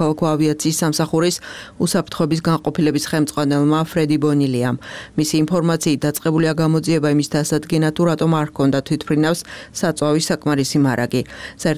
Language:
Georgian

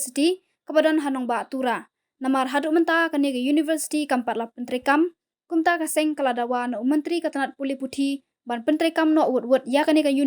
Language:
Khasi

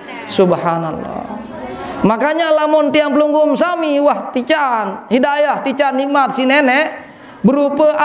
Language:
Sasak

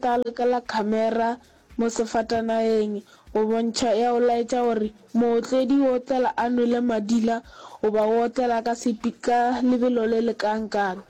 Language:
Northern Sotho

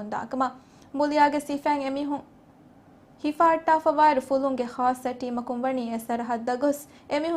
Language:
Divehi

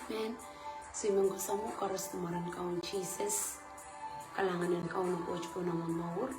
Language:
Pohnpeian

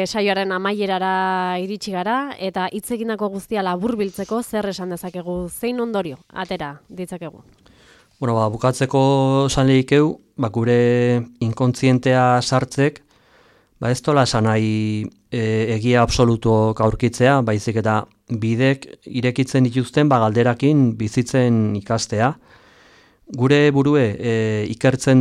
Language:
Basque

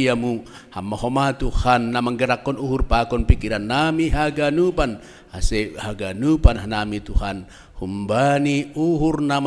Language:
Batak Simalungun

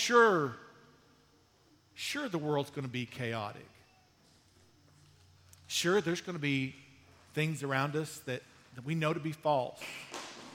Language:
English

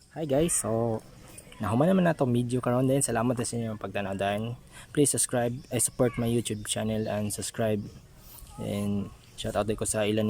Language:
Cebuano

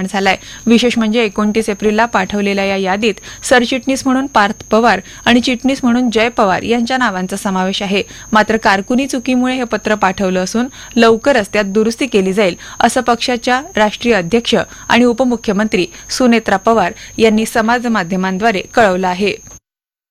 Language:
Marathi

